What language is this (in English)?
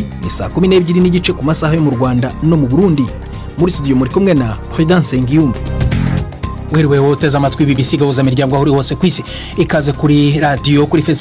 Kinyarwanda